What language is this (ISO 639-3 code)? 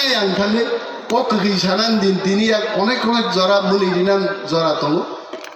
trp